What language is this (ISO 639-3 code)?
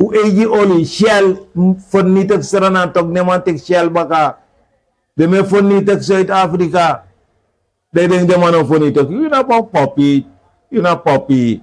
srn